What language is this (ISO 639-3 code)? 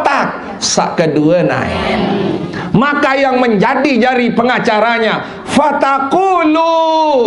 sas